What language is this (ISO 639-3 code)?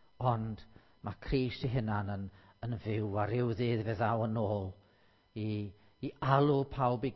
cym